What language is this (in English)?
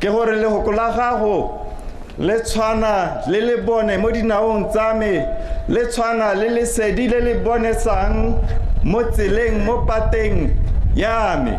Tswana